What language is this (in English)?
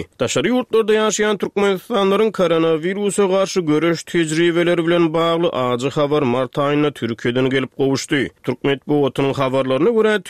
Turkmen